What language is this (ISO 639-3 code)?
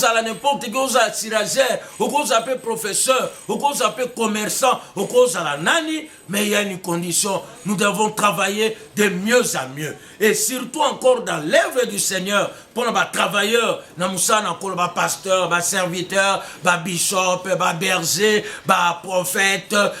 lin